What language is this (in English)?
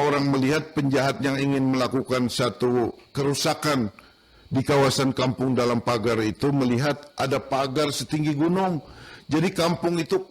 Banjar